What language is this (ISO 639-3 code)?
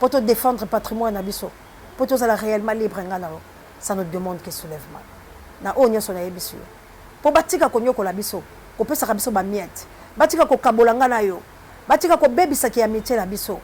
lin